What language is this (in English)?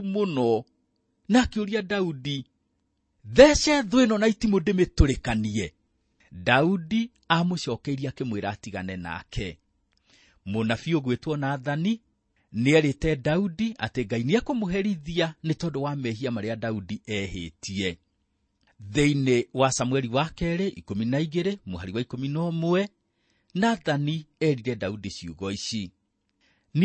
Kikuyu